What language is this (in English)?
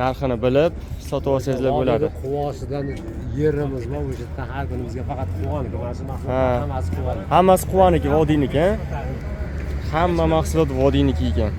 Uzbek